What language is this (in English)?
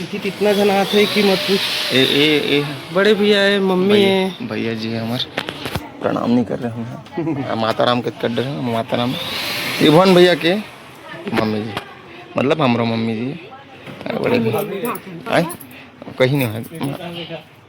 Chhattisgarhi